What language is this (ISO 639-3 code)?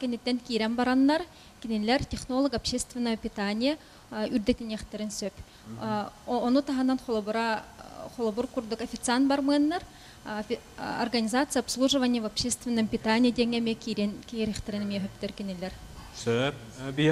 sah